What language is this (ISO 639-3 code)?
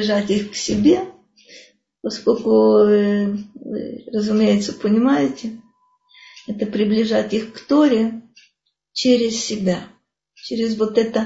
rus